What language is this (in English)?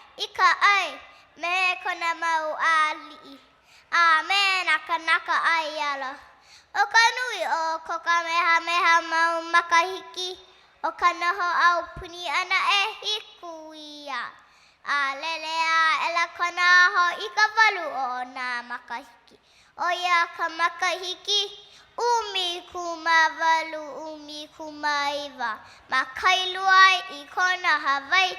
Hawaiian